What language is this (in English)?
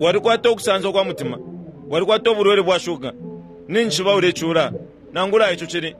Bemba